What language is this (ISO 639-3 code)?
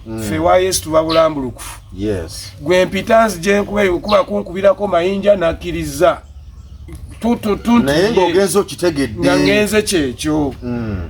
lug